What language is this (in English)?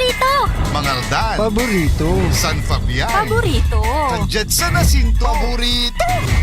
Pangasinan